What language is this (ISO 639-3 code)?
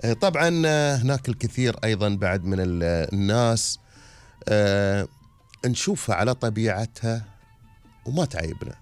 afb